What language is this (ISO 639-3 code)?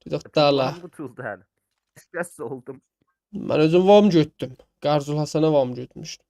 azb